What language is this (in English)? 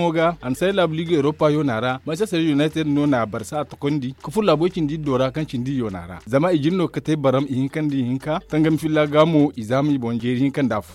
Zarma